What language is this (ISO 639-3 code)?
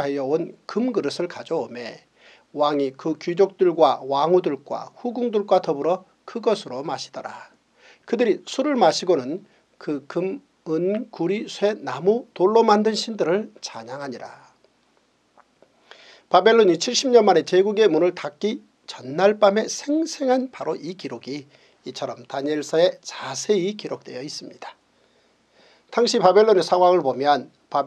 kor